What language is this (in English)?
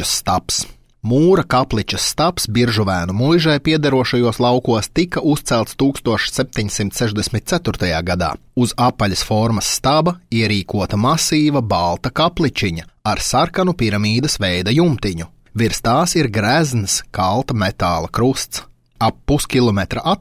Latvian